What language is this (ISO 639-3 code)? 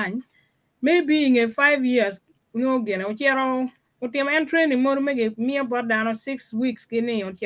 ach